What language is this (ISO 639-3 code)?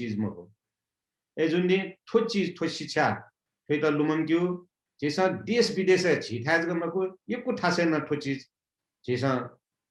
new